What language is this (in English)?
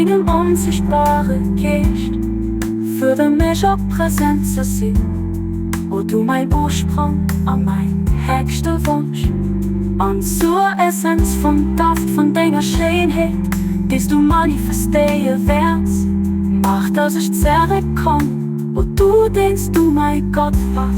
Luxembourgish